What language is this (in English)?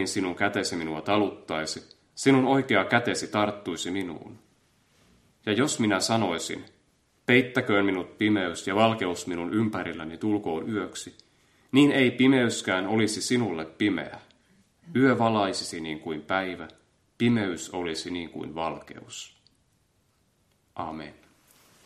Finnish